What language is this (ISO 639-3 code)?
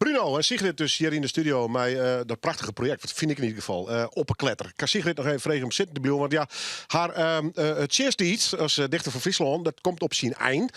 fry